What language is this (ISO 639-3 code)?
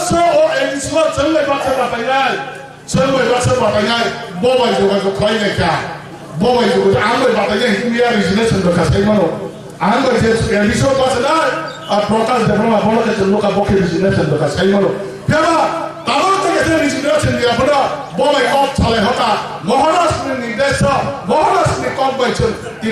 trp